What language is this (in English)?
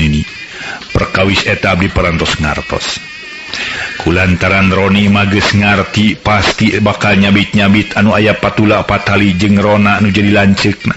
Sundanese